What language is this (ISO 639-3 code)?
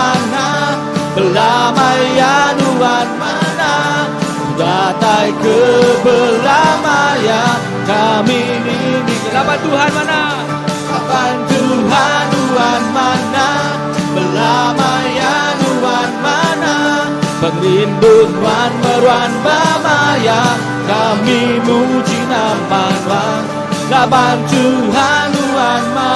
iba